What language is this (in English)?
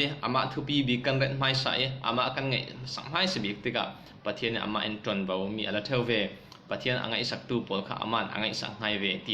Falam Chin